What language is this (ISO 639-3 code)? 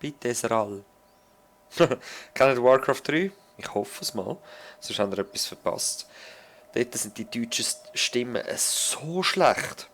gsw